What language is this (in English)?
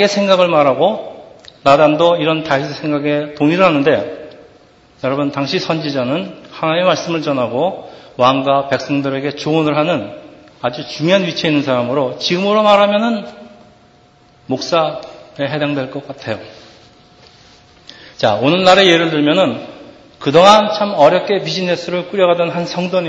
Korean